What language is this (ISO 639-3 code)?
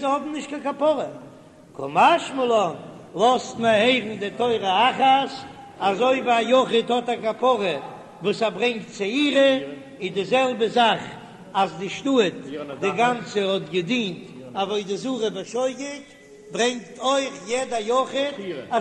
yid